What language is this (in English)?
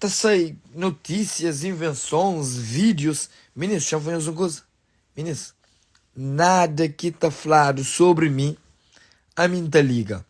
Kabuverdianu